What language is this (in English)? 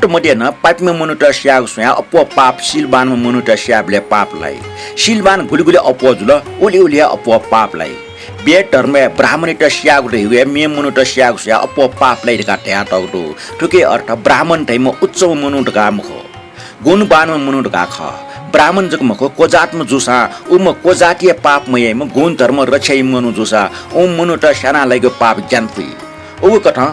Newari